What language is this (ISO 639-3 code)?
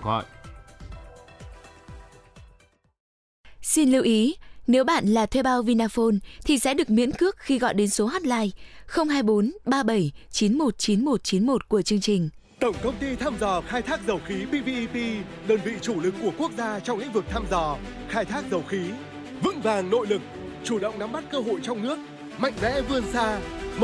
vie